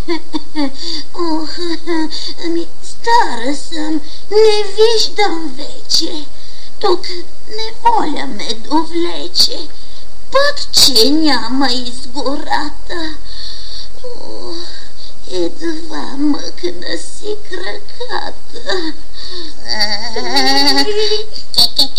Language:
Bulgarian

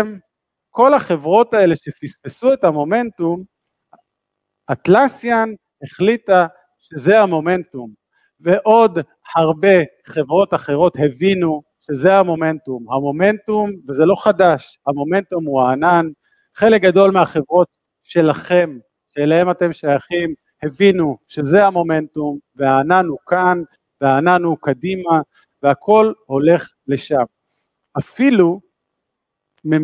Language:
Hebrew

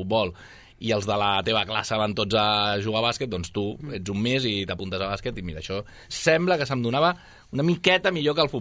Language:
Catalan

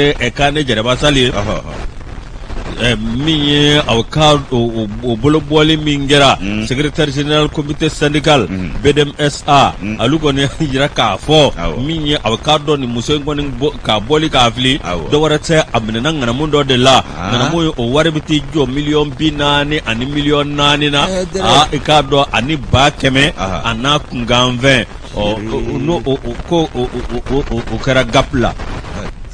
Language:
Bambara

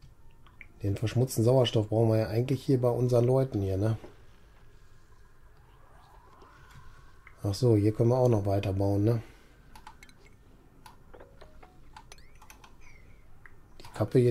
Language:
German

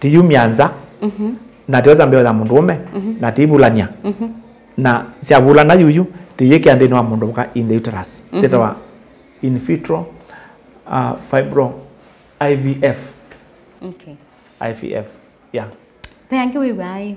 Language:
Kamba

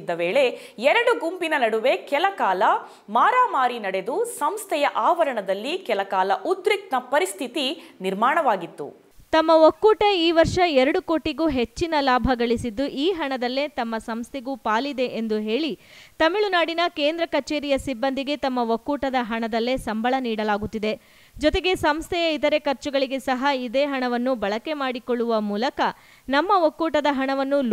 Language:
Kannada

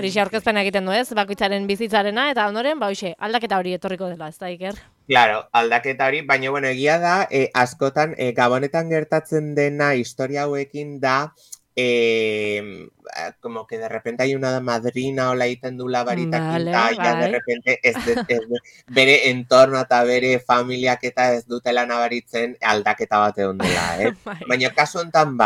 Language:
Basque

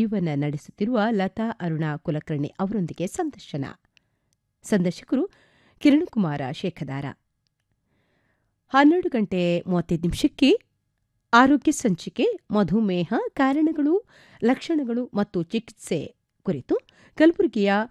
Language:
Kannada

